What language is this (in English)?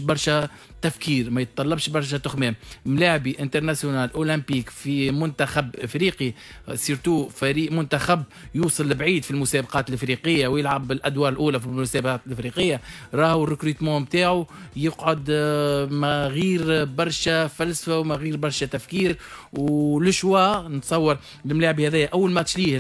Tunisian Arabic